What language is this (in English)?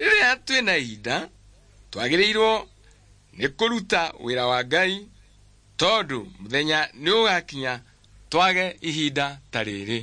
Kikuyu